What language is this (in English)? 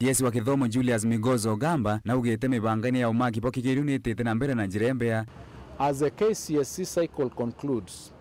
Meru